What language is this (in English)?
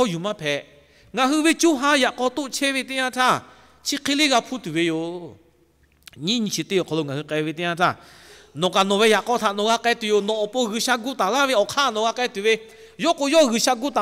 Lahu